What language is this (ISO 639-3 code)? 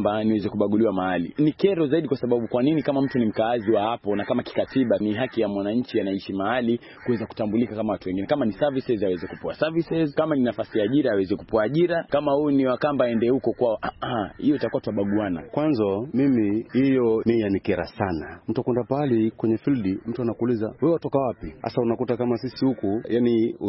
swa